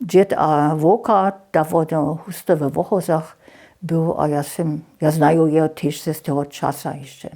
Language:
Upper Sorbian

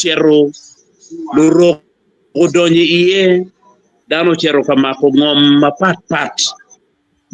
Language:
Acoli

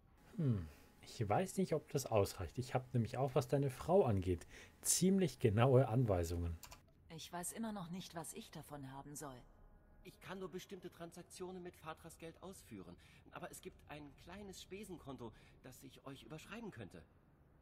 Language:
German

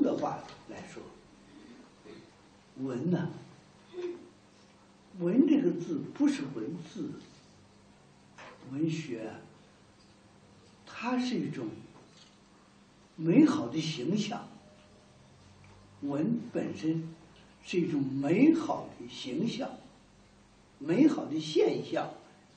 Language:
Chinese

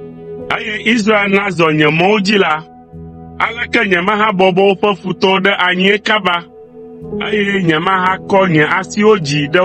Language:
Ewe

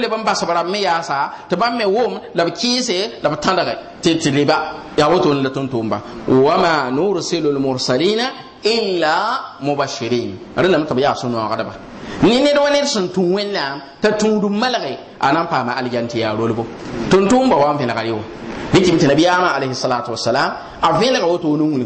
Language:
Mossi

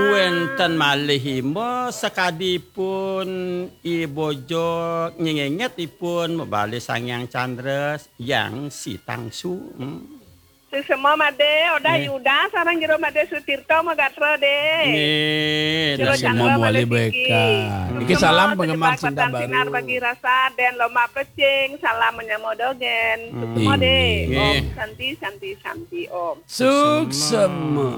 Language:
Balinese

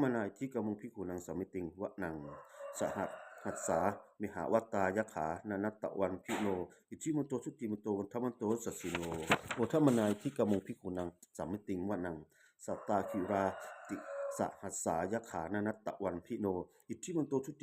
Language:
Pali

